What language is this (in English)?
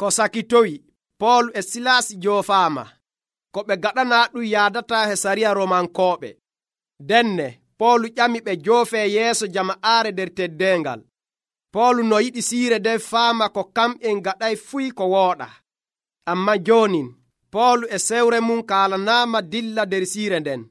Nigerian Fulfulde